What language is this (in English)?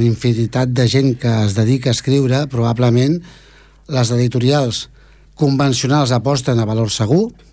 Catalan